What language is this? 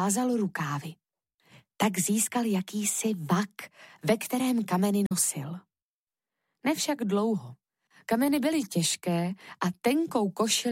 Czech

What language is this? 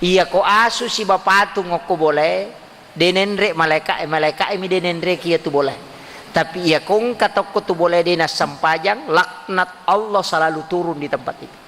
Buginese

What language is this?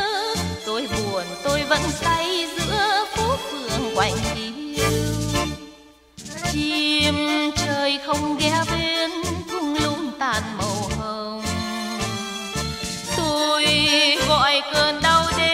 Vietnamese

